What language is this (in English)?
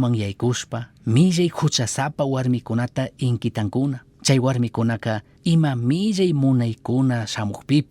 Chimborazo Highland Quichua